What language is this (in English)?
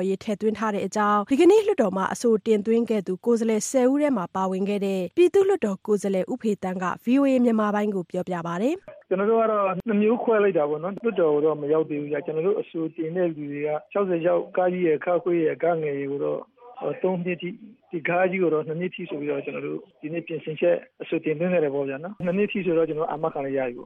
Burmese